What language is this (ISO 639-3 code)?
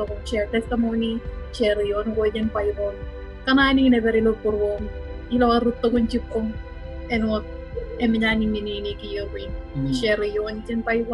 mah